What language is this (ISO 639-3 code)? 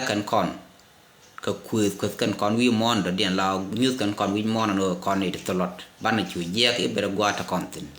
nus